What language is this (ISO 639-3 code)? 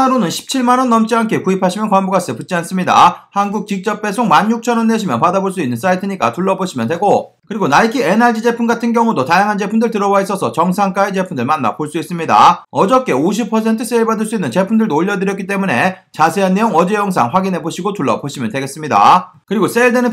kor